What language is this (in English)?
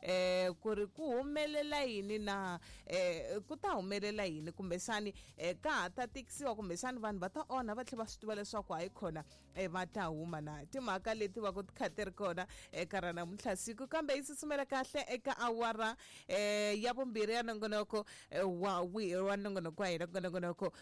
Tsonga